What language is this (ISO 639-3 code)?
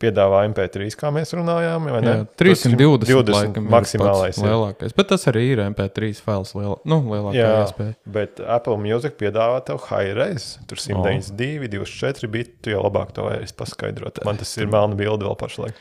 lav